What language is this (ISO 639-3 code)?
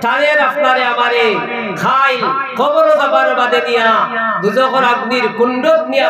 syl